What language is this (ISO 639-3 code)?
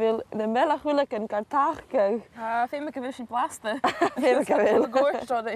gla